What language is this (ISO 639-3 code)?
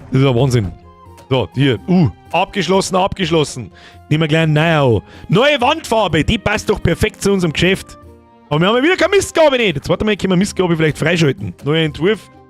bar